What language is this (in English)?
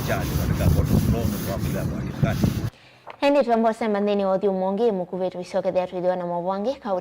Kamba